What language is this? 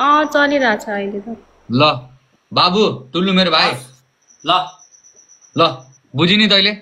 Nepali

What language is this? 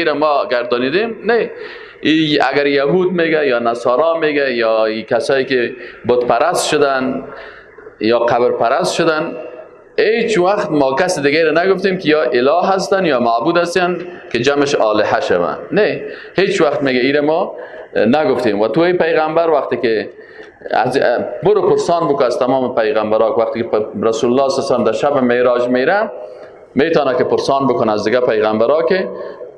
Persian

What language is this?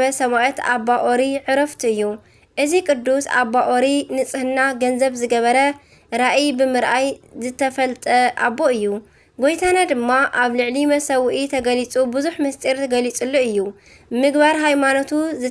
Tigrinya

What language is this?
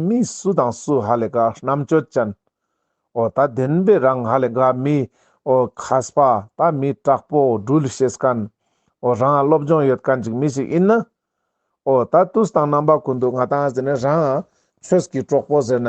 Ladakhi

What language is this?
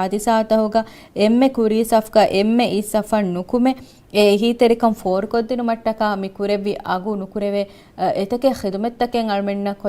Divehi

